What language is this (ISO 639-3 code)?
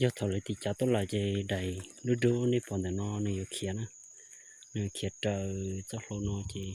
hmn